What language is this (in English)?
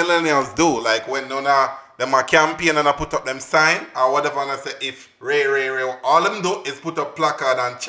Jamaican Creole English